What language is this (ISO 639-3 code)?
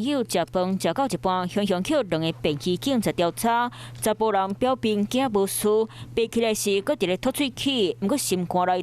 nan